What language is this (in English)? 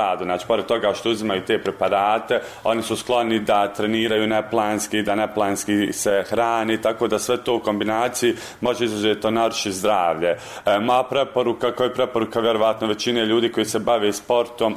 Bosnian